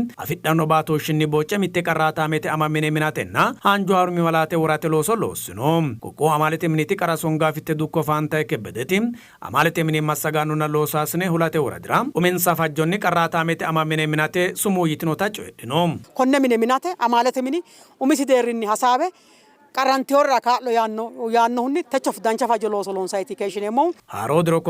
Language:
Sidamo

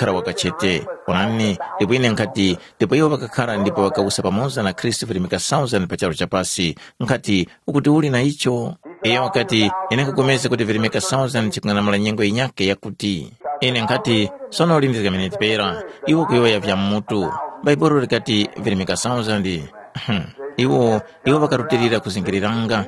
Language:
Tumbuka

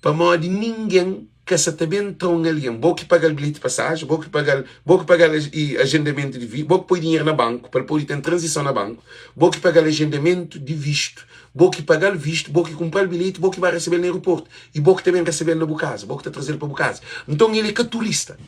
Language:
Kabuverdianu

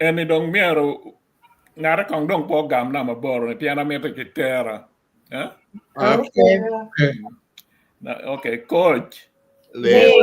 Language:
Acoli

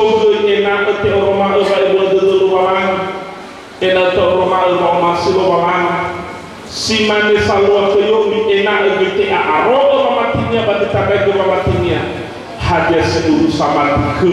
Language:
Nias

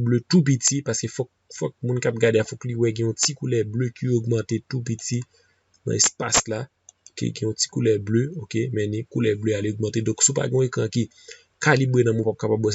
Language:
Haitian Creole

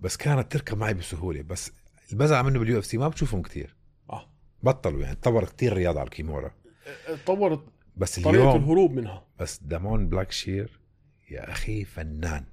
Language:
North Levantine Arabic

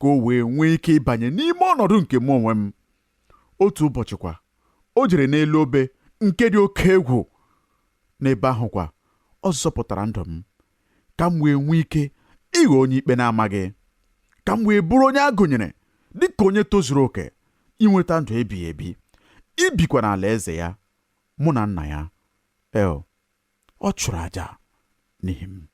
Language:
Igbo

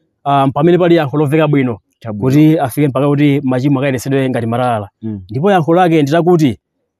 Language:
Nyanja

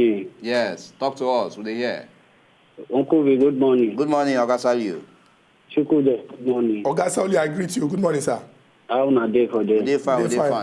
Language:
Nigerian Pidgin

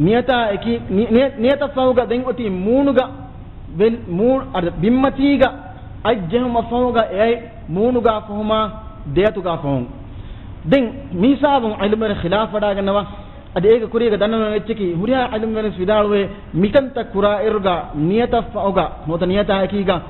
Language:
Divehi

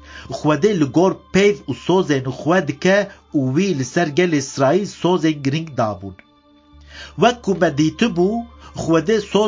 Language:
Kurdish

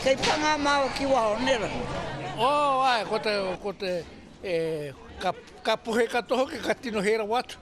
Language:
Māori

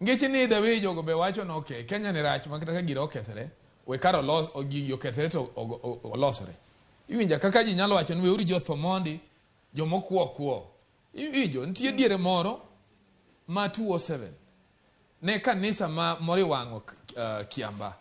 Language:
Luo (Kenya and Tanzania)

